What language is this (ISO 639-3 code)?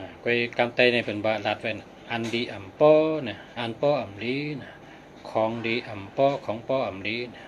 shn